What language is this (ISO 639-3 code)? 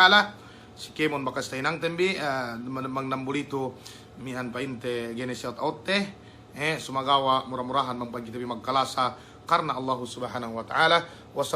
yka